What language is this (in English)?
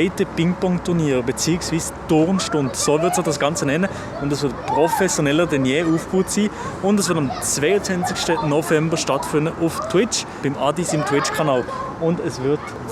Swiss German